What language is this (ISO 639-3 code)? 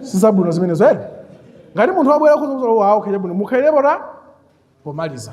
nya